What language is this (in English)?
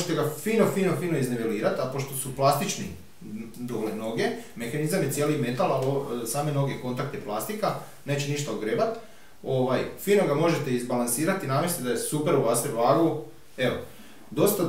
Croatian